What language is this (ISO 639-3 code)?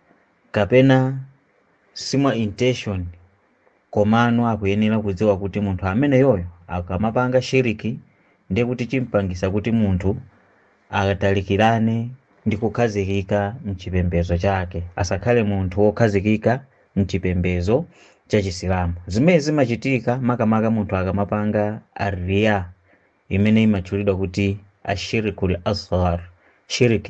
nya